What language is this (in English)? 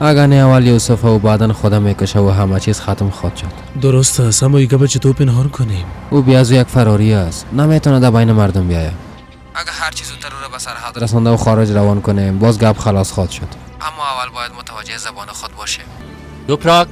Persian